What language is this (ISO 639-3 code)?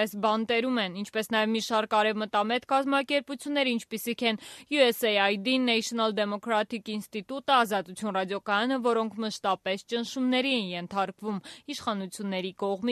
hye